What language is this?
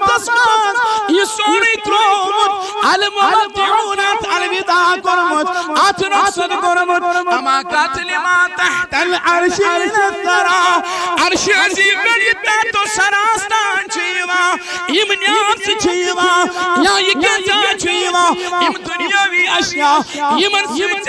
Kashmiri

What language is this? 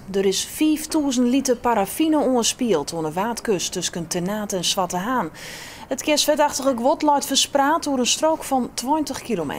Western Frisian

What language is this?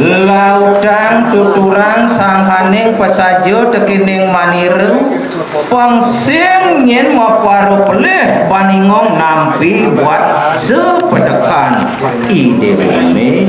Balinese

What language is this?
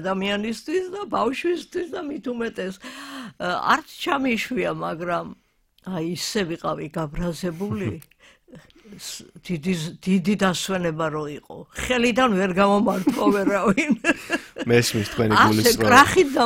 Georgian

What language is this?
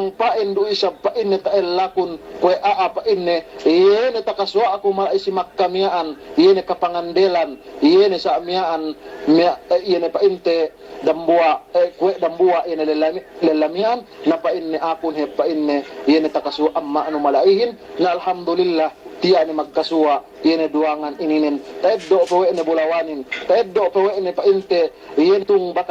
Yakan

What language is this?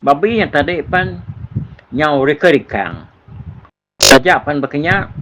Iban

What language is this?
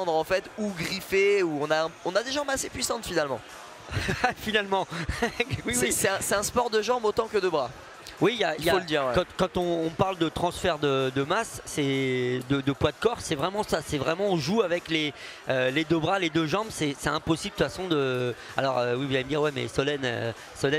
French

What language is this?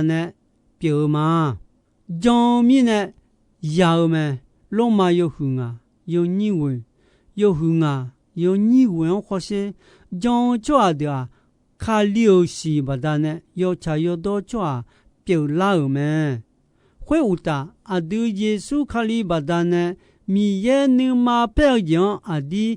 Akha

